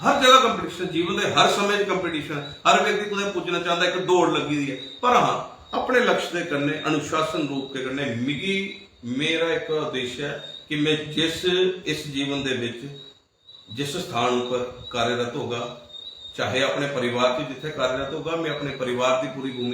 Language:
Dogri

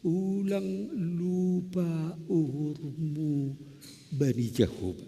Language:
Batak Simalungun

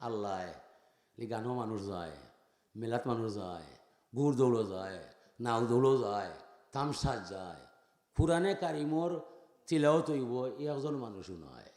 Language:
Sylheti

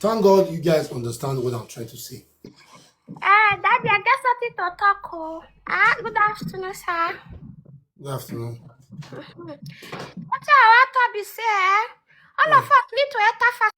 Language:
Nigerian Pidgin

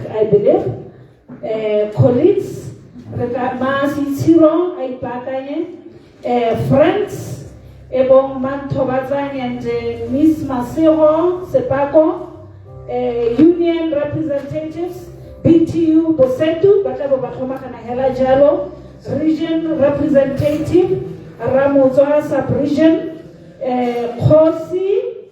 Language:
Tswana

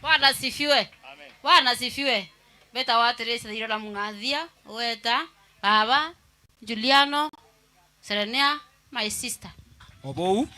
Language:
Meru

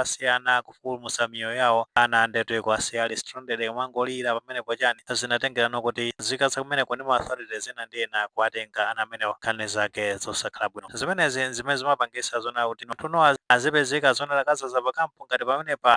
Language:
Nyanja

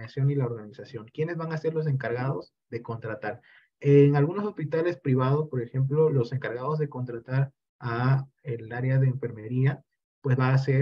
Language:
Spanish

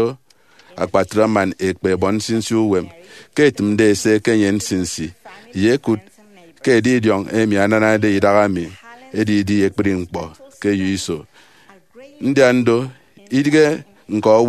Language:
Efik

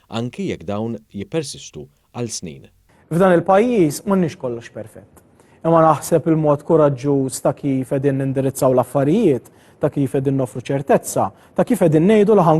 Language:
Maltese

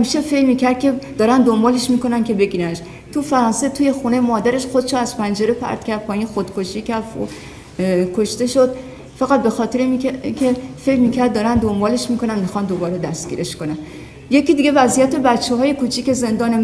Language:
Persian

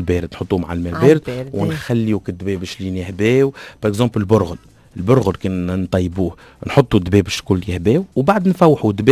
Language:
Tunisian Arabic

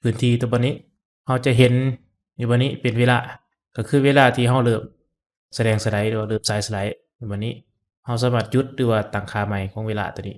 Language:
Lao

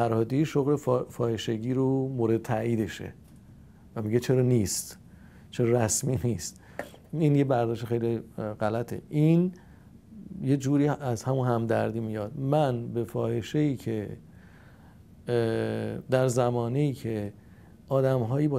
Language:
Persian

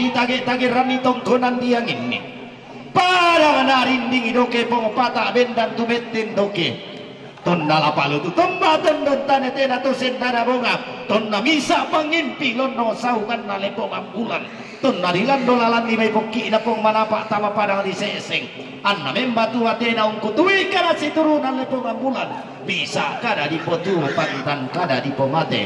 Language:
Toraja-Sa'dan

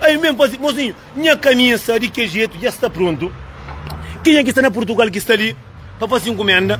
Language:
Kabuverdianu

